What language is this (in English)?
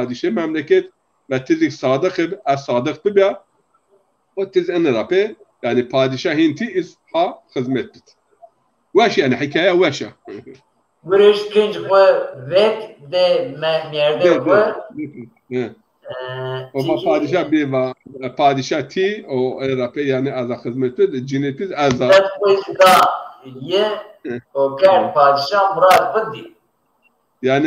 Zaza